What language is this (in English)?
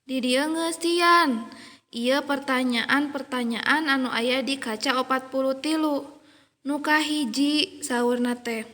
Sundanese